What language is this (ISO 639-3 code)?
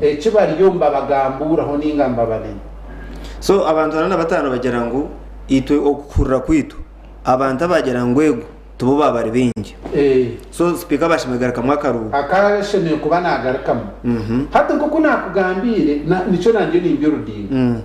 nyn